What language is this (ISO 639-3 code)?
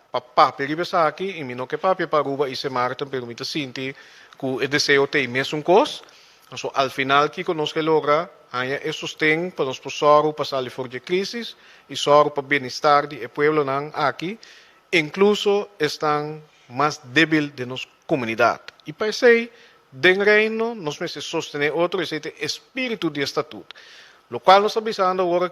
pap